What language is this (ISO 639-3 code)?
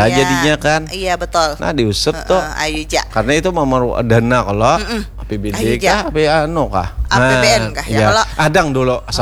bjn